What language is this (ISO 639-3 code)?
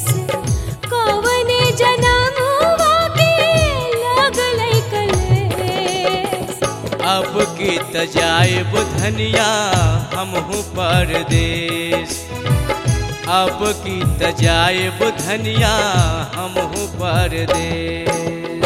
bho